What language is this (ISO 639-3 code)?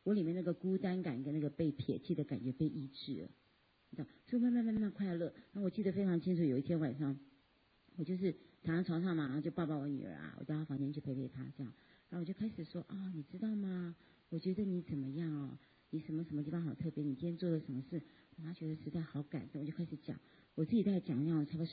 zho